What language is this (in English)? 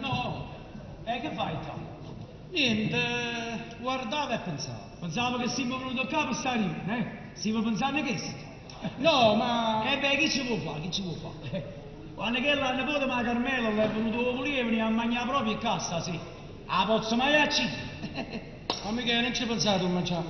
Neapolitan